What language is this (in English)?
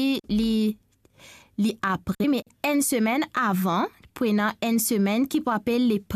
Morisyen